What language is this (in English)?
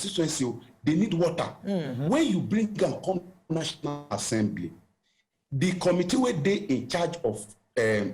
Nigerian Pidgin